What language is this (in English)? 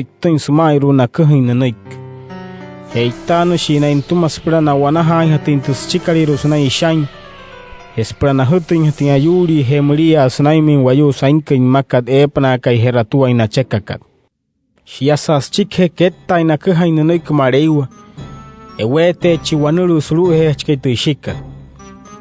Wayuu